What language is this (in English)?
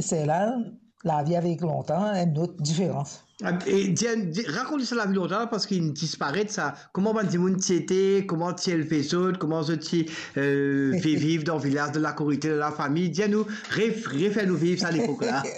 Morisyen